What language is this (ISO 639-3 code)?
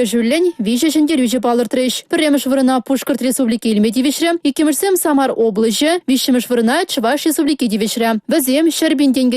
chv